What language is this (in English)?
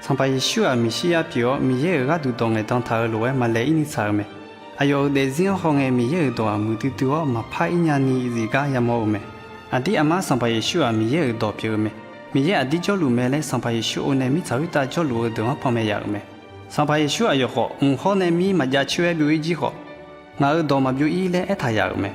Akha